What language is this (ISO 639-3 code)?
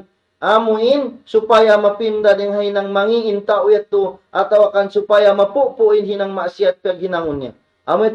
tsg